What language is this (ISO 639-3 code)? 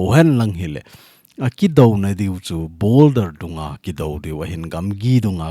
tcz